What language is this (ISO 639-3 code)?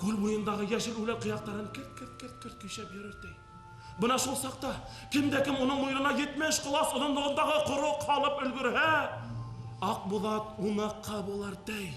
bak